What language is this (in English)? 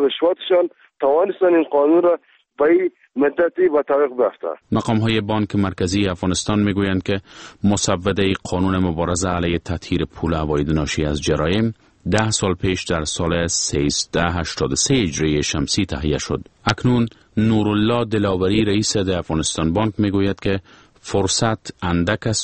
Persian